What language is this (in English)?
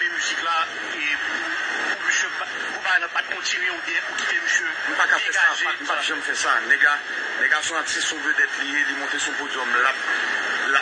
Haitian Creole